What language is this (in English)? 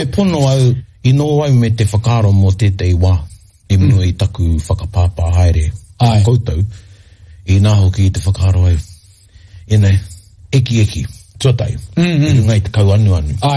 Māori